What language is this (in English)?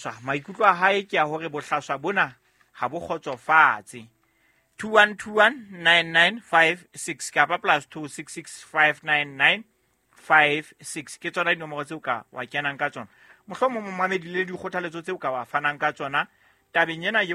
Southern Sotho